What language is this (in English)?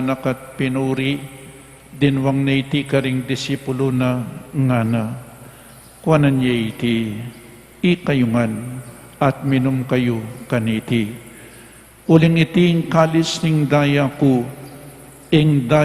Pampanga